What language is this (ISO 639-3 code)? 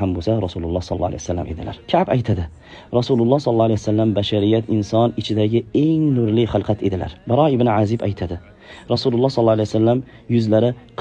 uzb